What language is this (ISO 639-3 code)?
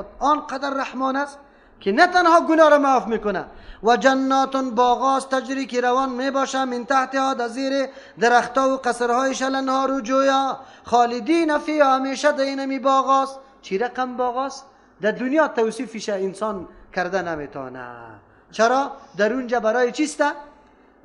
fas